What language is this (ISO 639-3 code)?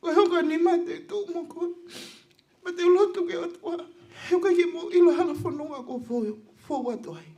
ton